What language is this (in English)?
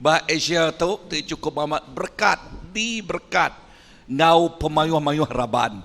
Iban